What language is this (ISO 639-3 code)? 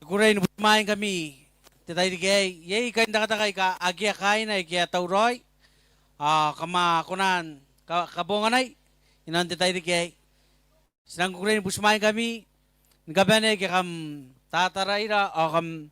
gil